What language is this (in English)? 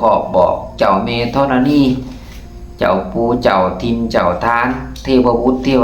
Lao